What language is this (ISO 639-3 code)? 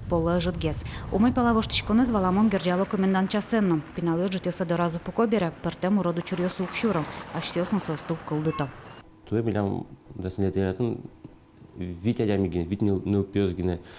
udm